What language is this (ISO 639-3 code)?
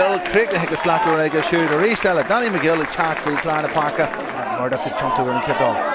gle